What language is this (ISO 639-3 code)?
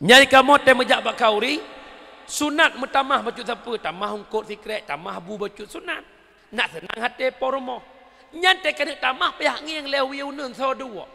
ace